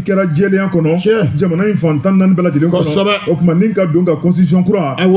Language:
Bambara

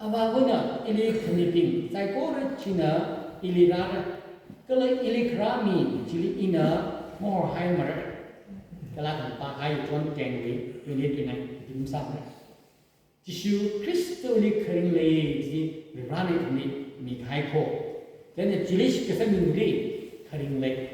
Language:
Tangkhul Naga (India)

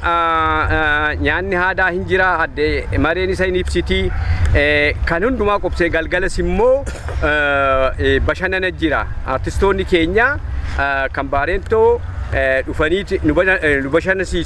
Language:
Oromo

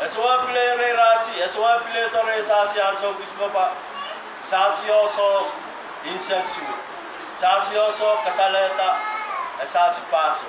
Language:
Pohnpeian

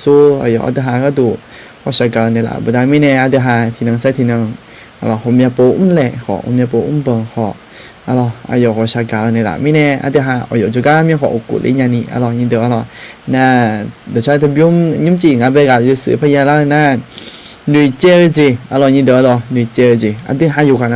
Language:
Akha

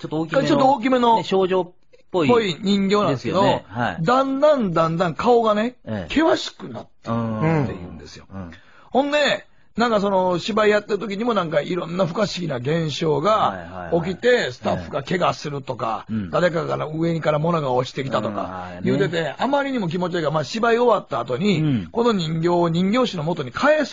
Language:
Japanese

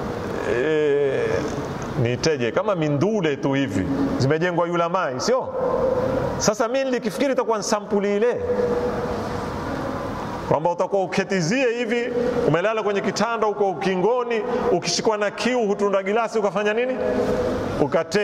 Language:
Swahili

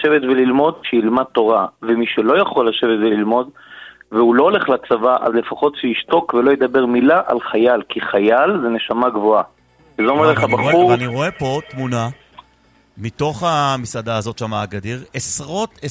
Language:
Hebrew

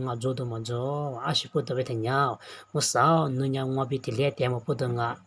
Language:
Lisu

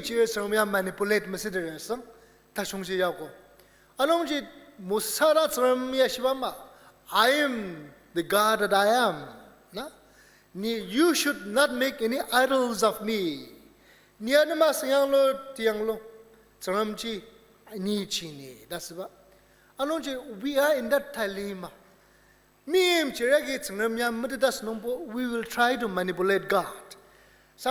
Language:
Ao Naga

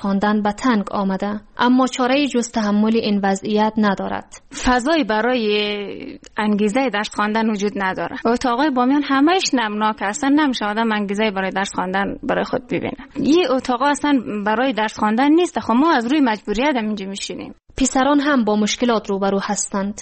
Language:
Persian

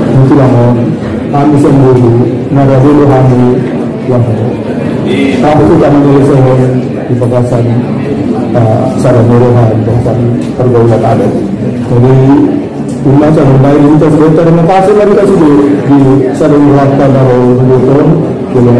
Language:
Batak Angkola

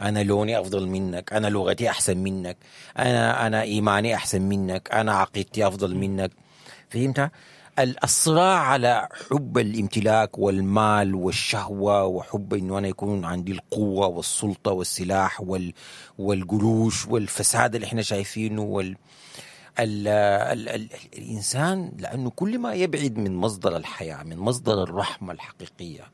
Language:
Sudanese Arabic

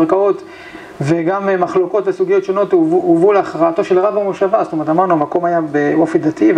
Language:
Hebrew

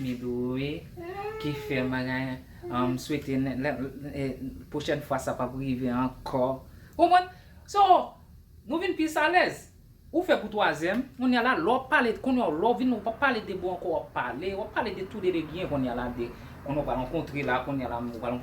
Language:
Haitian Creole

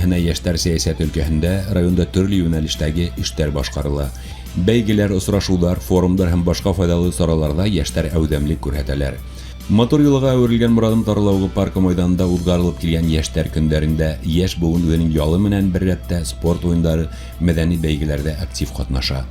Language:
Bashkir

